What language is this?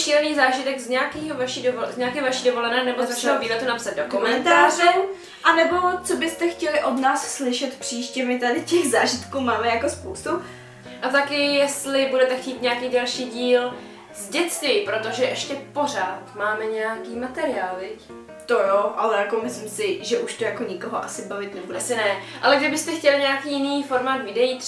Czech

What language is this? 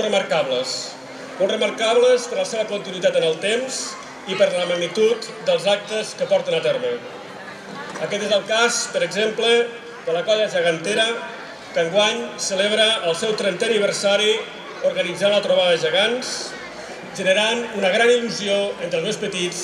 Catalan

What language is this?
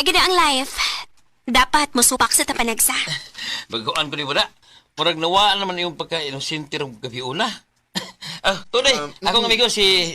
Cebuano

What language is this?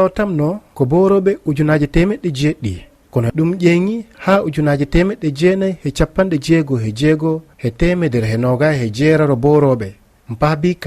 Fula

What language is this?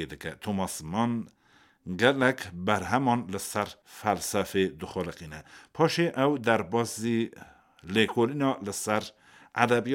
Kurdish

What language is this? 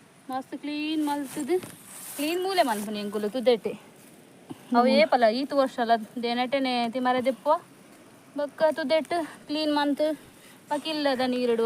Tulu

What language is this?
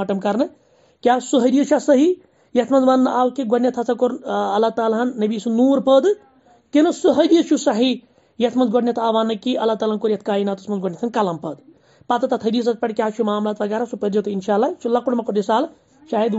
Kashmiri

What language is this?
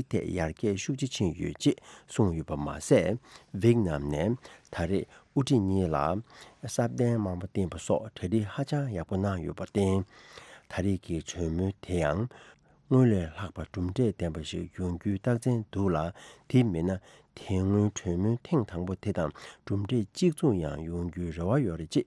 Tibetan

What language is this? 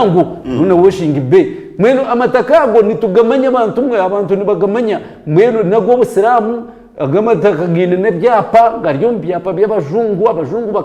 Nyankole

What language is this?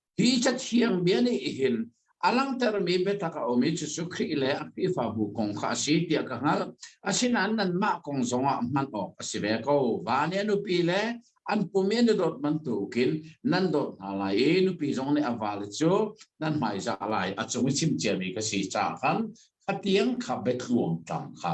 Hakha Chin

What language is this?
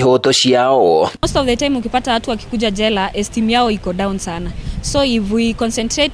Kikuyu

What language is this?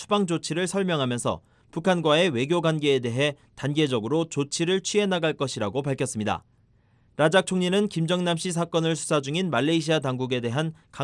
Korean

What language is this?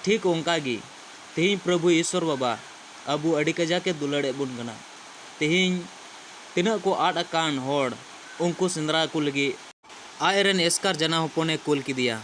Santali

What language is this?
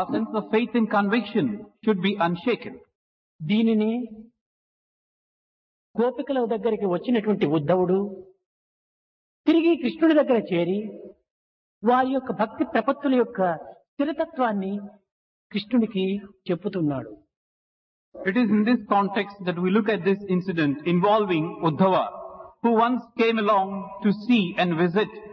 Telugu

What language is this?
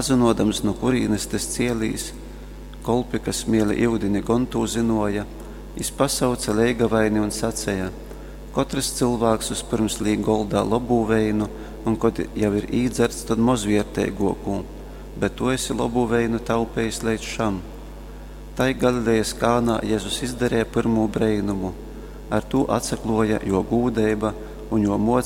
Latgalian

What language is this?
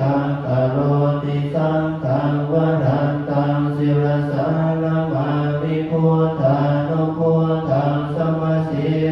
Pali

